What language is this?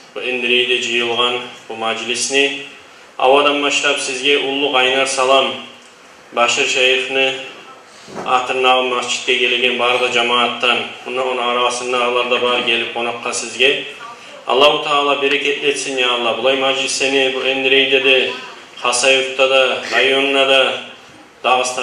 Kumyk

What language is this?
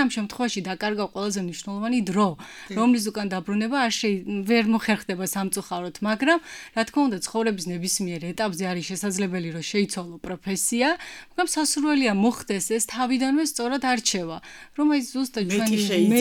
Georgian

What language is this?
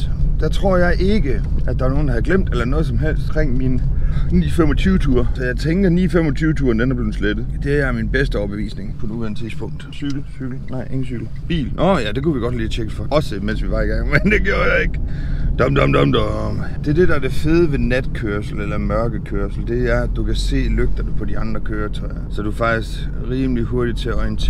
Danish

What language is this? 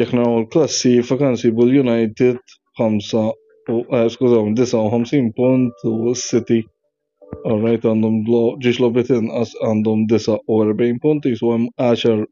Maltese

